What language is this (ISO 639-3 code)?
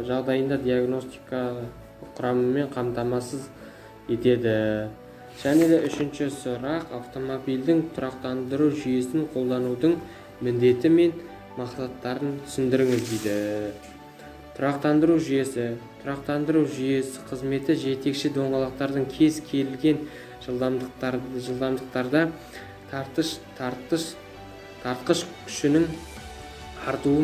kaz